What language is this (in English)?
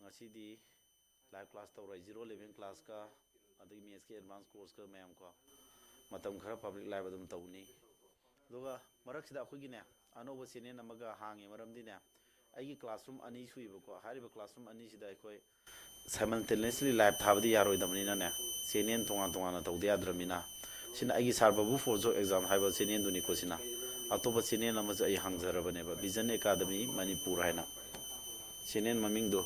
Manipuri